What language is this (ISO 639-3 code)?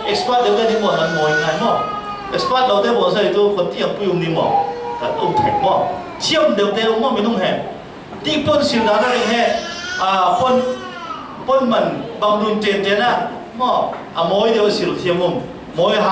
cfm